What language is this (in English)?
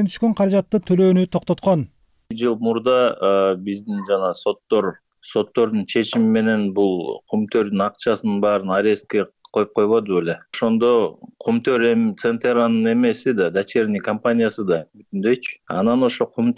Kyrgyz